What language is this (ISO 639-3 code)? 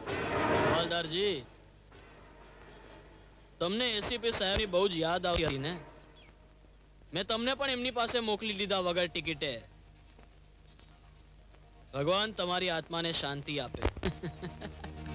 guj